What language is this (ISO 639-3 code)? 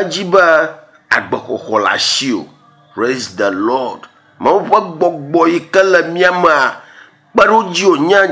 ewe